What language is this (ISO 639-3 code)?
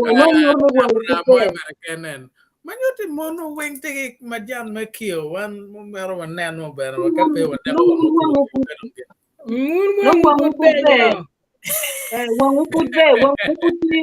ach